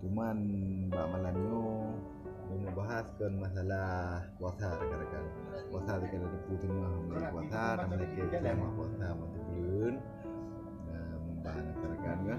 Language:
Achinese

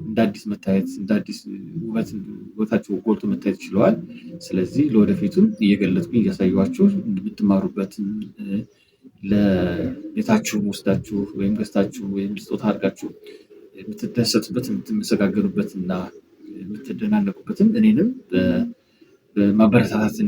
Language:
Amharic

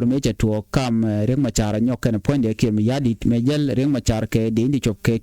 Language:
Nuer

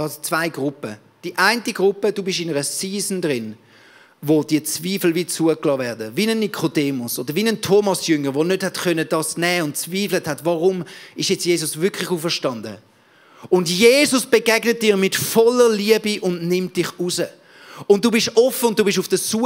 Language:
Swiss German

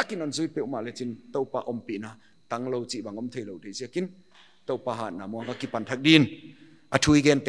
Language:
Paite Chin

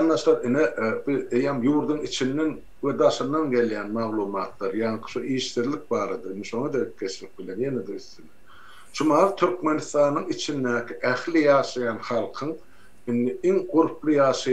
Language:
Turkmen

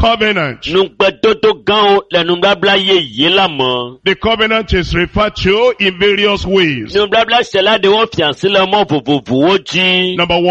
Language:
Ewe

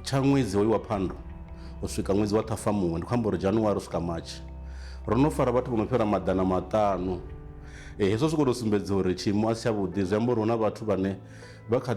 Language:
Venda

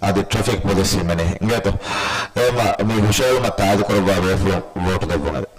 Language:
Divehi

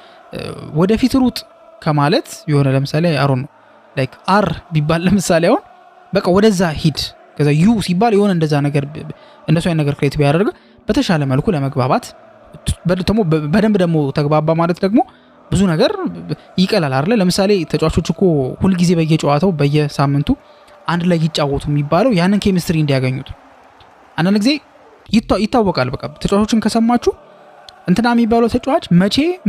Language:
Amharic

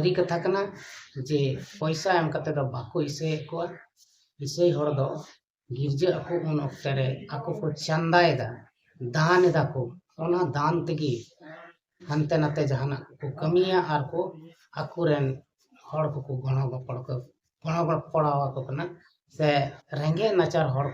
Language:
Santali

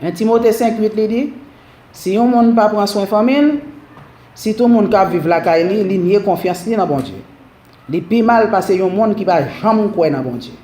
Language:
Haitian Creole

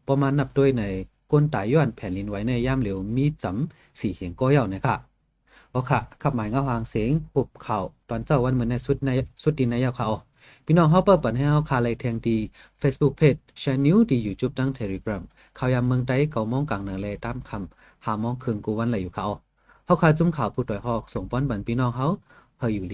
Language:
Shan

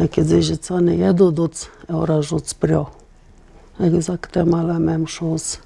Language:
Atikamekw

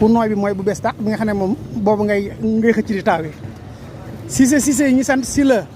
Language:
Wolof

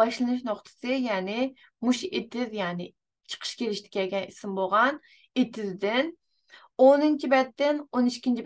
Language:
Uyghur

